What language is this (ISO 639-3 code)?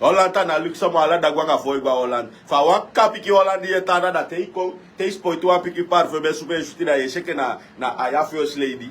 srn